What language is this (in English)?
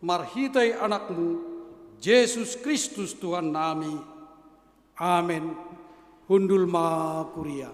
Batak Simalungun